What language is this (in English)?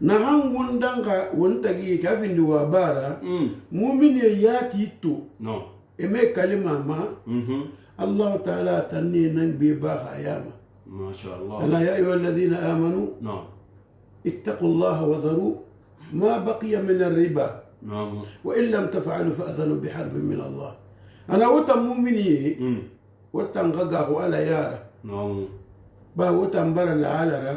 Susu